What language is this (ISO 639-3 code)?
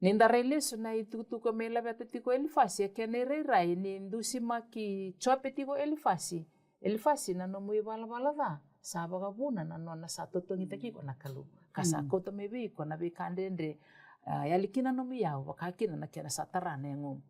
fij